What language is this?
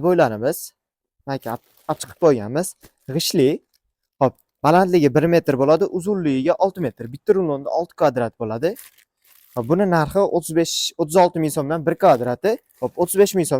Uzbek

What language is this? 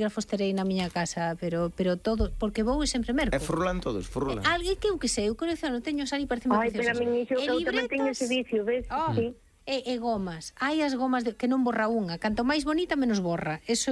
Galician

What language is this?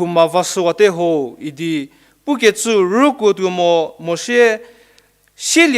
Angami Naga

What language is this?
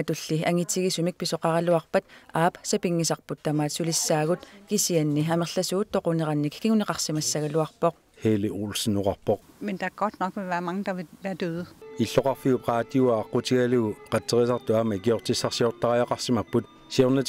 Kalaallisut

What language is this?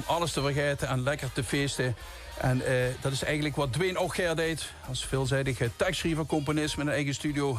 Limburgish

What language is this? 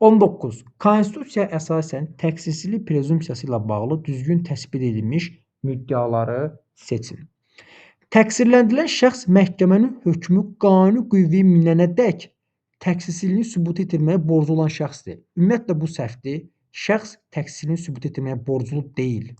Azerbaijani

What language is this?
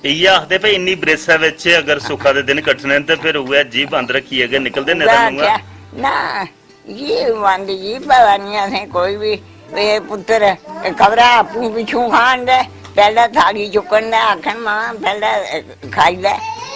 Dogri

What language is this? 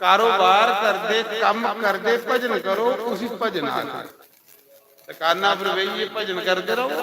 Dogri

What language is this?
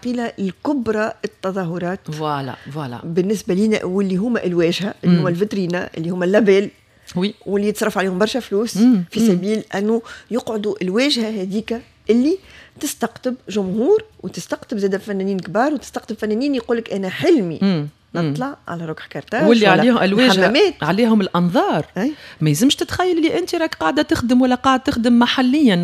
Tunisian Arabic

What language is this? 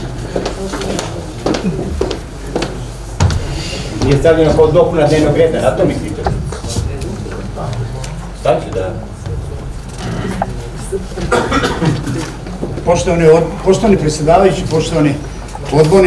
Serbian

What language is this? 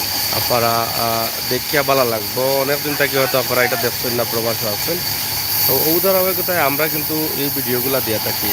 Sylheti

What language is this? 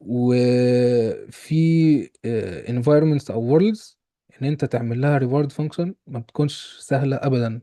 Egyptian Arabic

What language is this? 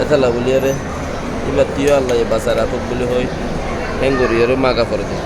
Rohingya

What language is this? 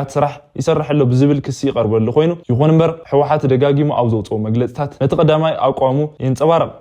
Tigrinya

